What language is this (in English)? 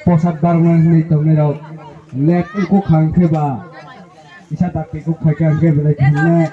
Kok Borok